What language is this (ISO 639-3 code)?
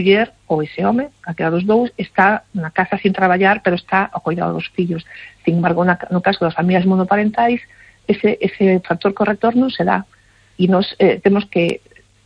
glg